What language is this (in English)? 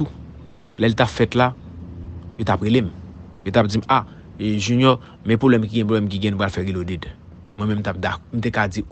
Haitian Creole